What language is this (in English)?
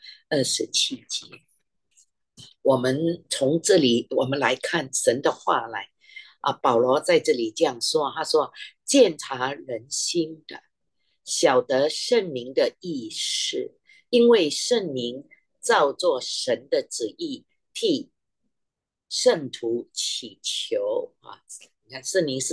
Chinese